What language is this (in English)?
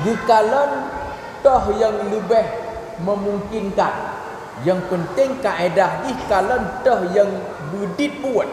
Achinese